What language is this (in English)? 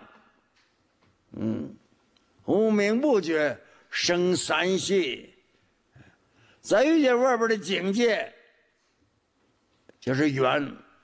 Chinese